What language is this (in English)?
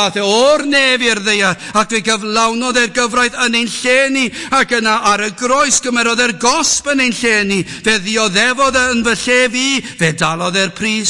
Welsh